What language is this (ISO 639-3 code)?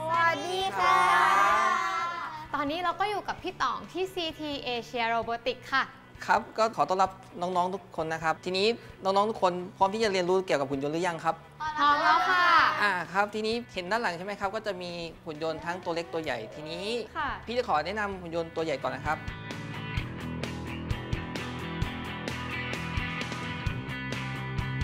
tha